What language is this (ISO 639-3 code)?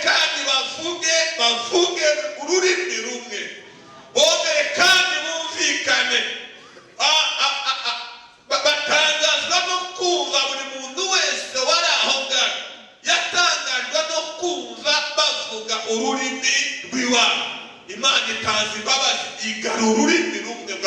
kin